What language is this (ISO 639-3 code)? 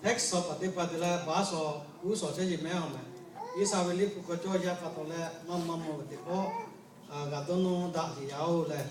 lhu